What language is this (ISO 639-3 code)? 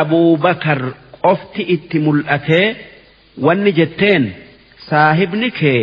orm